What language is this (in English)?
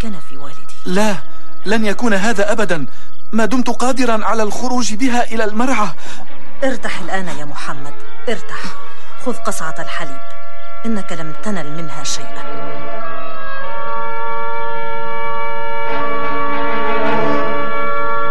Arabic